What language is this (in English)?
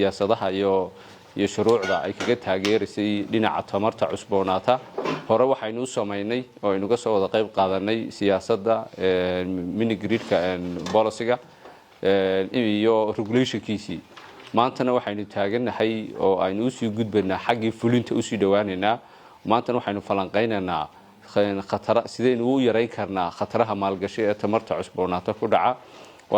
Somali